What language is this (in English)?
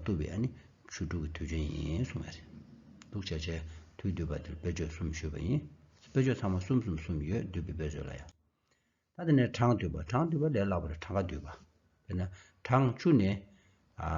Tibetan